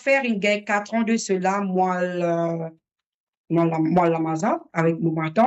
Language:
Morisyen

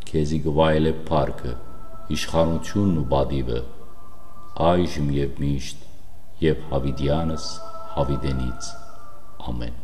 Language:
Western Armenian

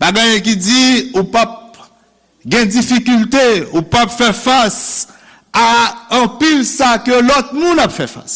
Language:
Haitian Creole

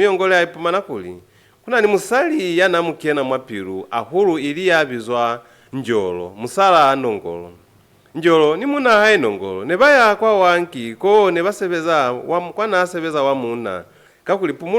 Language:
Lozi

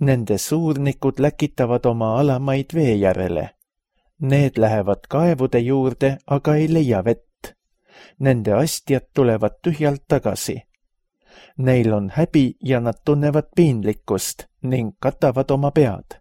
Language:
Estonian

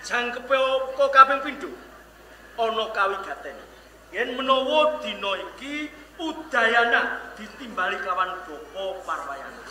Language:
Javanese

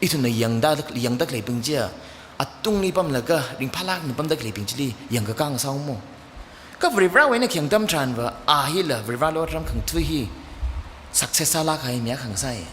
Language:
Tangkhul Naga (India)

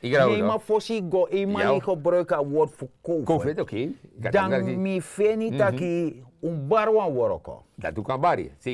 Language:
Sranan Tongo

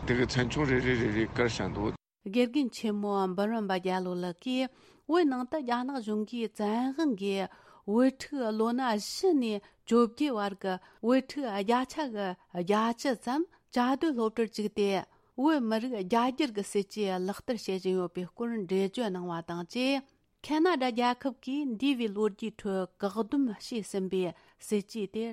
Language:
Tibetan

